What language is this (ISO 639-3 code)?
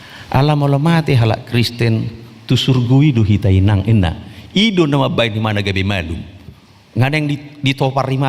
bbc